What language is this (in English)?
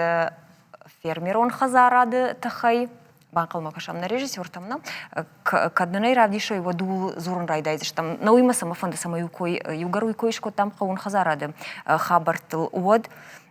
Ossetic